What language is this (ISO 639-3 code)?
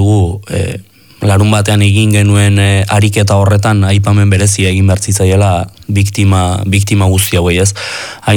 eus